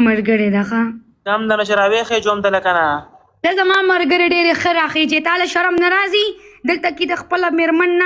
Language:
Pashto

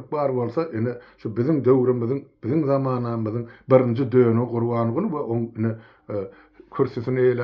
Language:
Turkmen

